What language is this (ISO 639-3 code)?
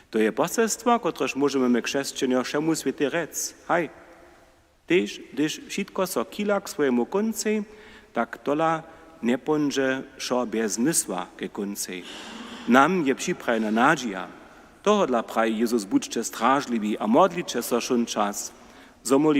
hsb